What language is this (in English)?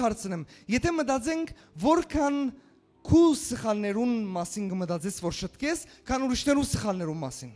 Western Armenian